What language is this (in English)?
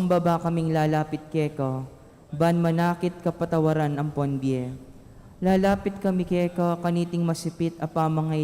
Pampanga